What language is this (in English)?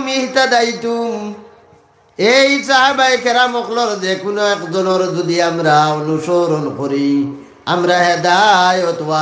Sylheti